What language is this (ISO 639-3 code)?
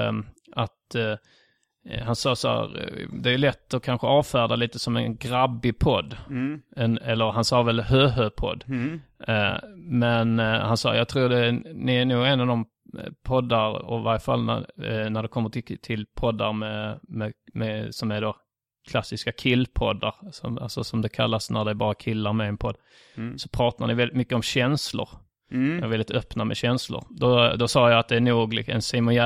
swe